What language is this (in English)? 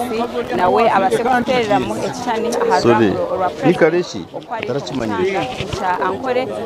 Nyankole